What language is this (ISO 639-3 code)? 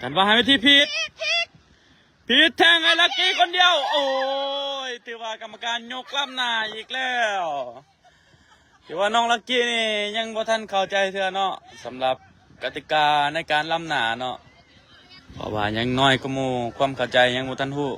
lao